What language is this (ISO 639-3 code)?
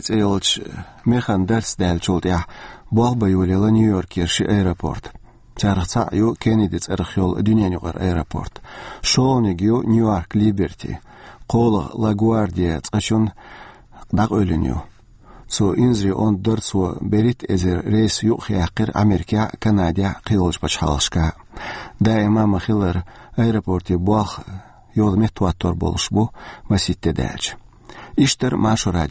che